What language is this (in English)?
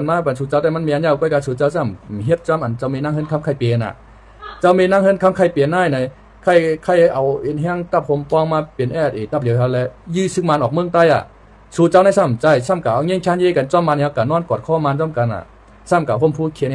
Shan